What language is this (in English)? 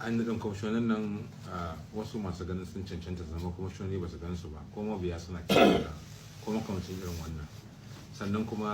Hausa